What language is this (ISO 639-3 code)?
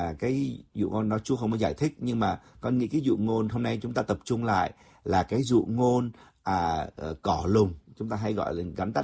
vie